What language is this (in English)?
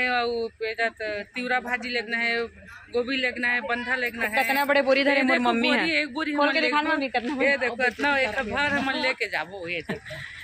Chhattisgarhi